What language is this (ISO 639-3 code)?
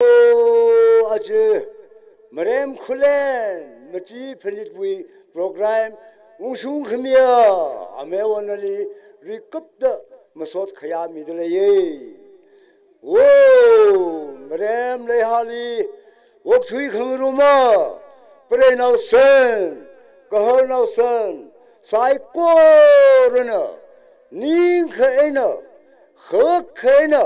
nmf